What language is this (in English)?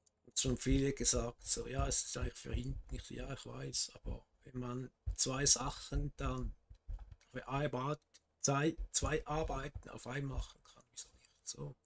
Swiss German